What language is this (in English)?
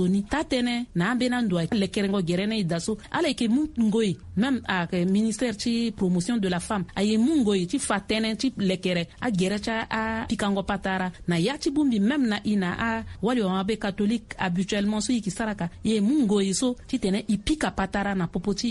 Sango